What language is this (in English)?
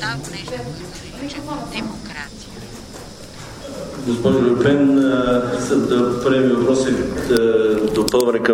Bulgarian